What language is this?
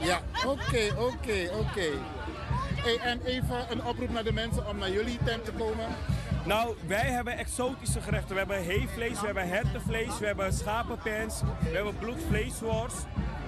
Dutch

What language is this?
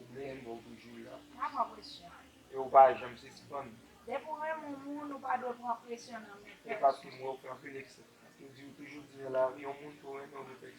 Haitian Creole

